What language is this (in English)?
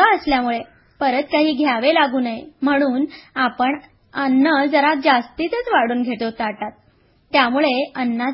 Marathi